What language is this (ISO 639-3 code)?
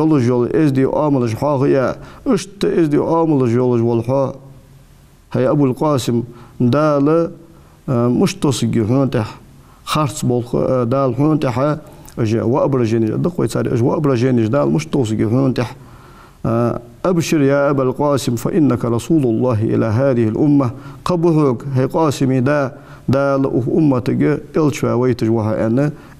inh